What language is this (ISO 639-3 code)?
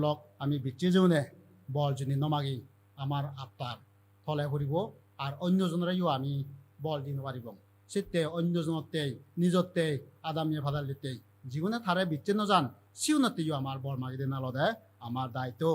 ccp